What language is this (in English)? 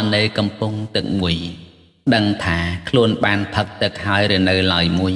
Khmer